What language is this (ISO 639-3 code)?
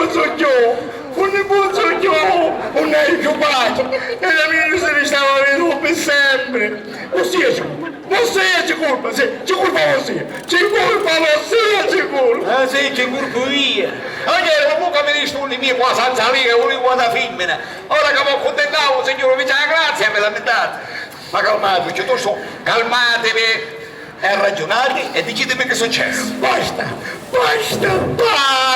scn